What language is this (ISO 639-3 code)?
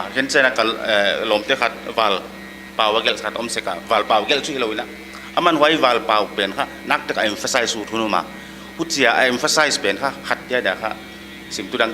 pck